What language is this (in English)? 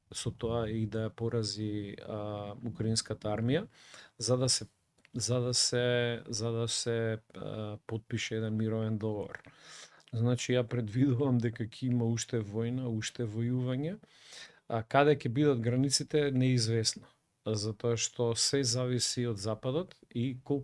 Macedonian